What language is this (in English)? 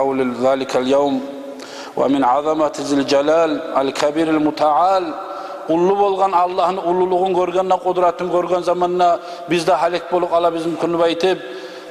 Kumyk